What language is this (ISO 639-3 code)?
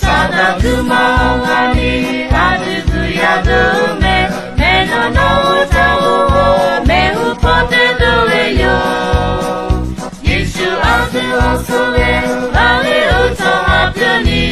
ahk